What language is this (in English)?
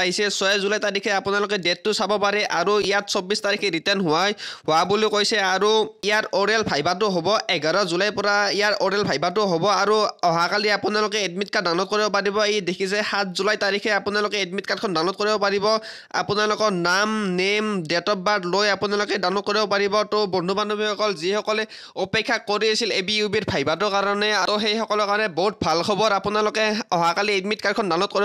Assamese